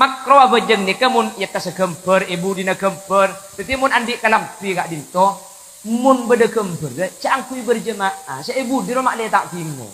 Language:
Madurese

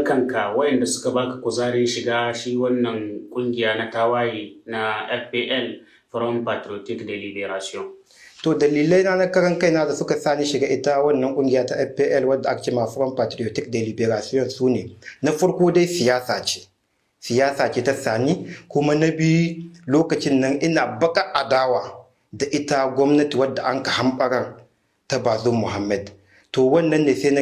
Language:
Hausa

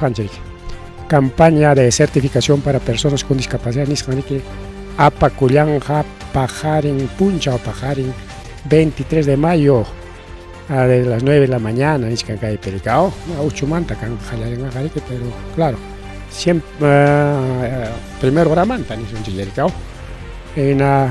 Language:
Ayacucho Quechua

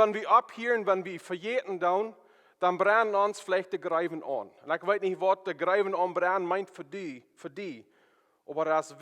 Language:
Plautdietsch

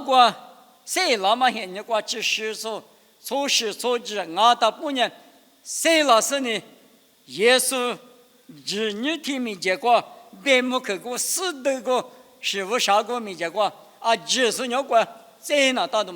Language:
Lisu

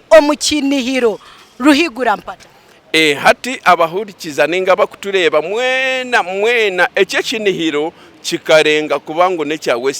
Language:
Nyankole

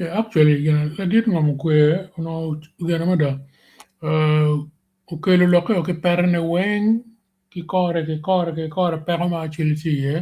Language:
Acoli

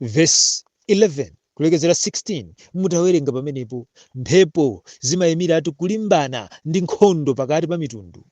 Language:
Nyanja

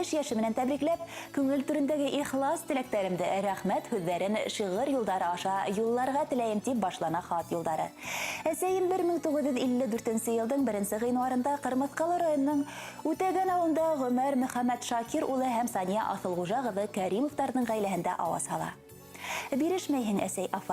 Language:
Bashkir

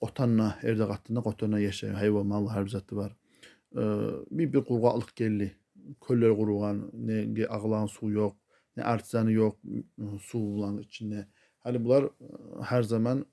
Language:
Kumyk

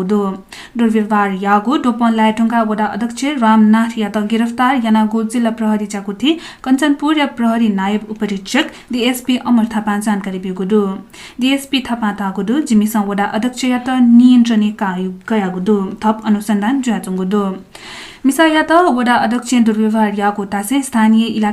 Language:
Newari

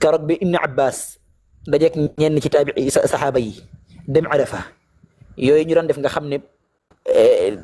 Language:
Wolof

